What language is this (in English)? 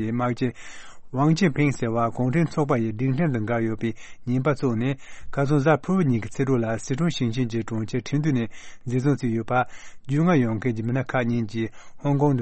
Tibetan